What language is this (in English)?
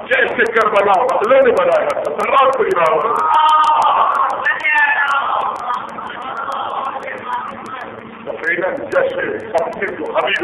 Urdu